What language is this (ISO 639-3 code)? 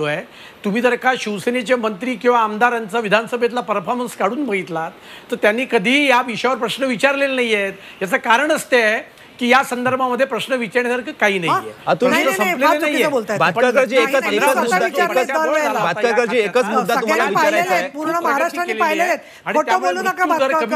mar